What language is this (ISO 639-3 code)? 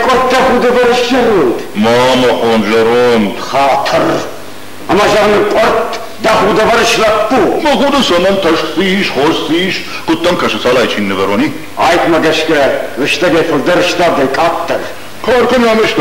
oss